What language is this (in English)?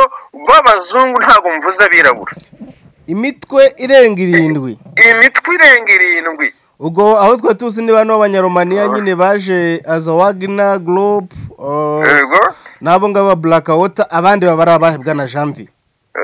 Kinyarwanda